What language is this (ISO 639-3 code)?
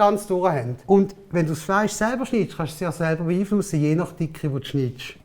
gsw